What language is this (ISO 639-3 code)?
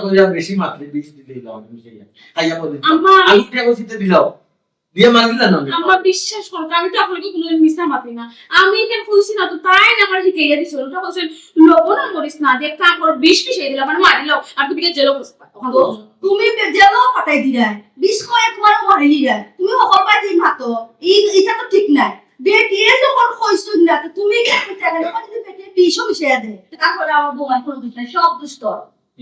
syl